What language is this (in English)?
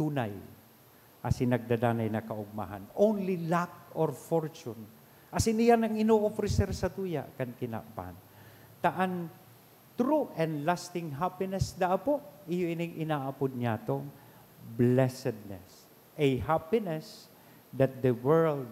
Bikol